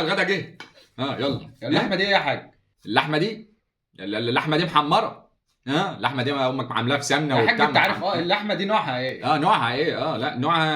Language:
Egyptian Arabic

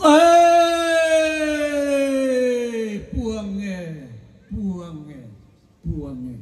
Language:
Toraja-Sa'dan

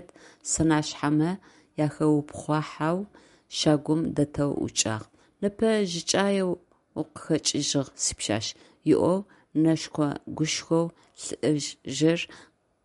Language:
Adyghe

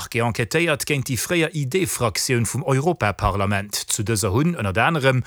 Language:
Luxembourgish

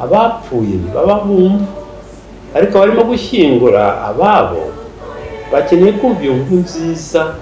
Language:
Kinyarwanda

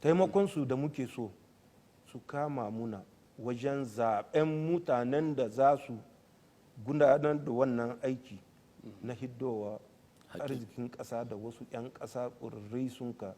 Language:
Hausa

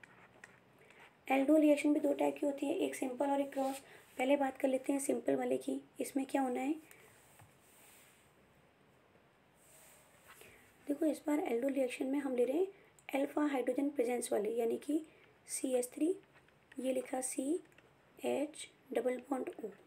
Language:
Hindi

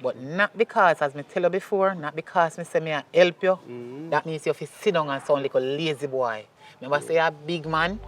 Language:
Jamaican Creole English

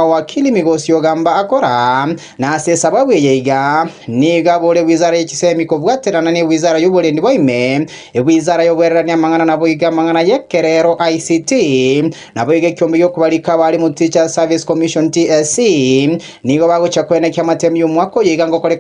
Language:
Gusii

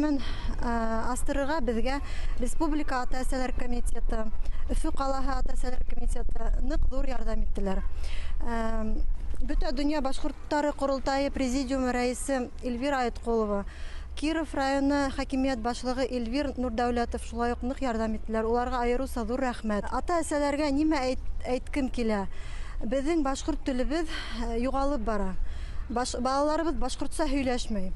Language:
Bashkir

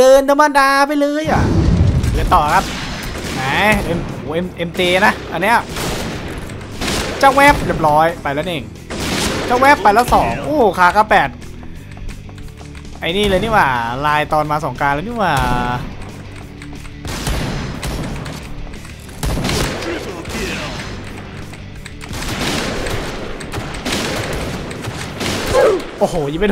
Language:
Thai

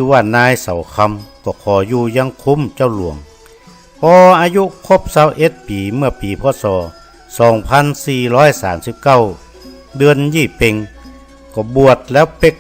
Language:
Northern Thai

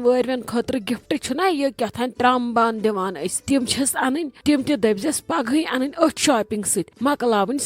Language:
Kashmiri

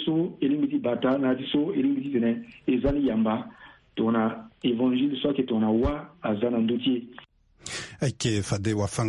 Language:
Sango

